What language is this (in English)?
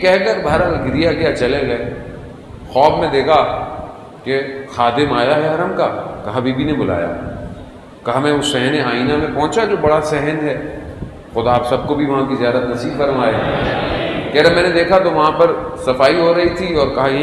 Urdu